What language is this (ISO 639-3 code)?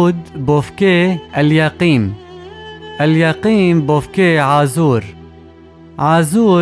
kur